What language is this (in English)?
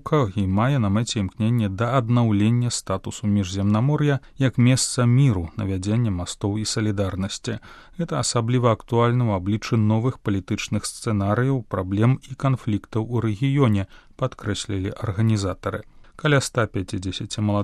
Belarusian